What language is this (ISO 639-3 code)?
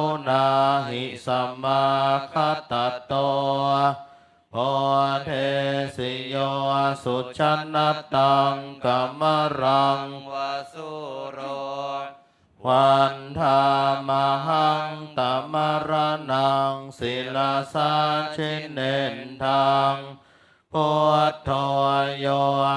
pli